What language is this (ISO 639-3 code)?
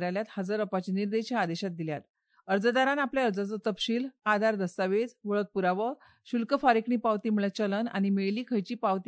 kok